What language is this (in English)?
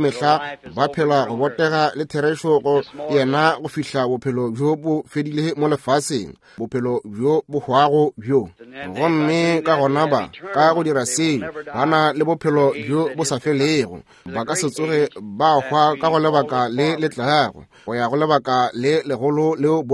Northern Sotho